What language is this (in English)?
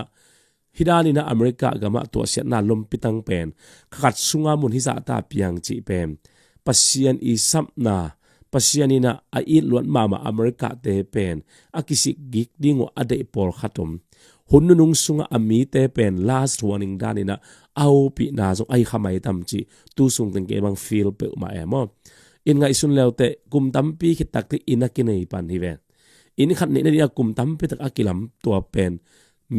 Tedim Chin